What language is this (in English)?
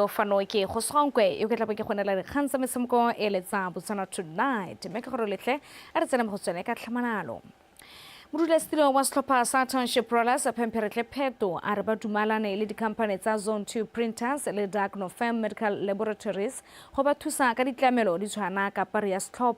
Tswana